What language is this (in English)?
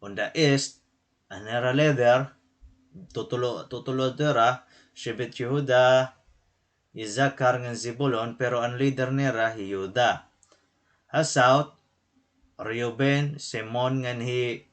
Waray